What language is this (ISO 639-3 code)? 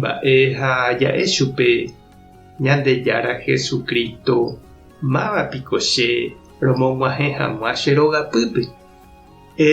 grn